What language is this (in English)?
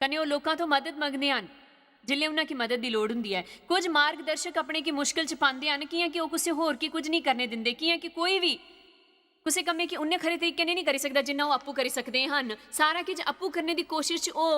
Dogri